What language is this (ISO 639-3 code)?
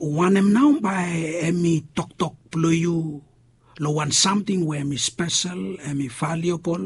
bis